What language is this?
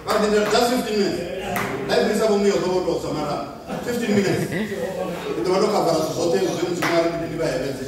Venda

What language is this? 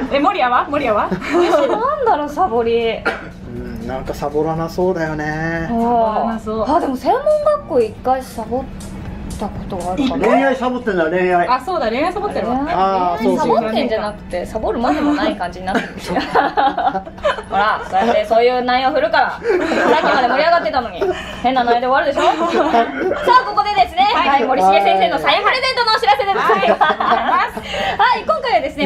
Japanese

